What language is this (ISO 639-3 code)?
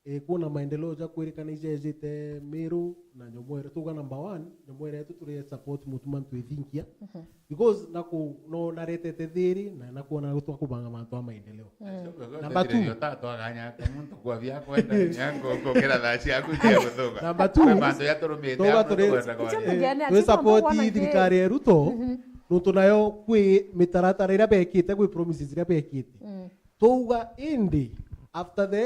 mer